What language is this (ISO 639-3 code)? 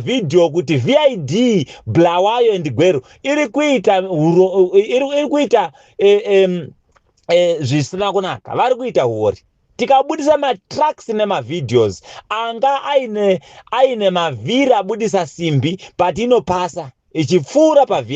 sna